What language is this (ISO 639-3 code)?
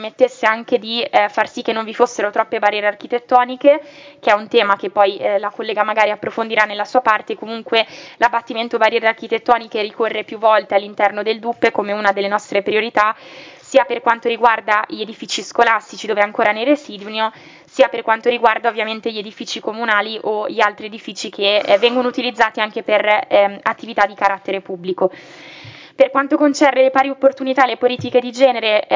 ita